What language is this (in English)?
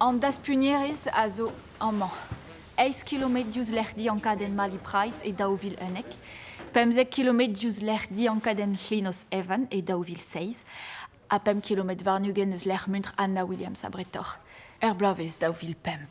Breton